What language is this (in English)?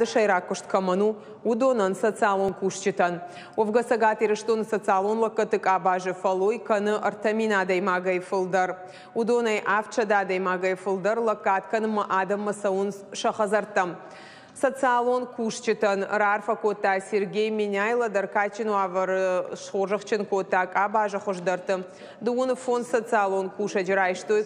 Ossetic